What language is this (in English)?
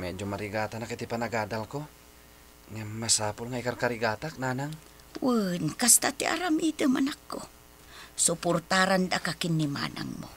Iloko